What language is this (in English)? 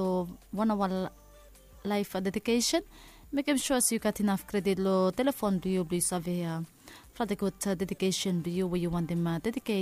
Bislama